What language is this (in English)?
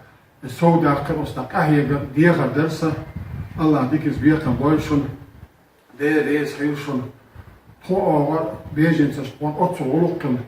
Chechen